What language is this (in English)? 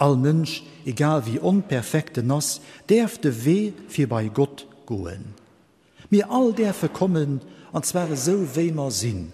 Luxembourgish